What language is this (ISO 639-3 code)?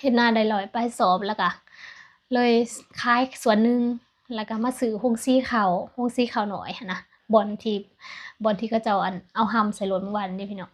lao